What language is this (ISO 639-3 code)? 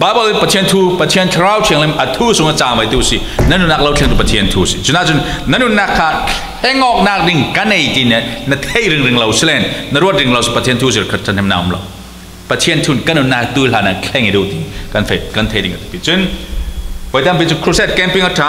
cfm